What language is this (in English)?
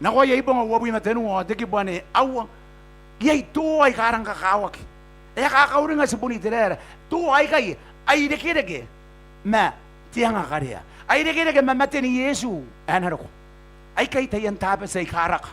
Gilbertese